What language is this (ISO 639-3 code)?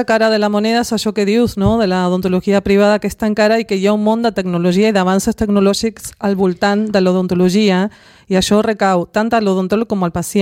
cat